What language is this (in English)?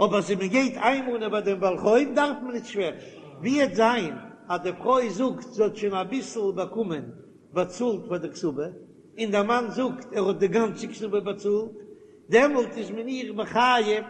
Yiddish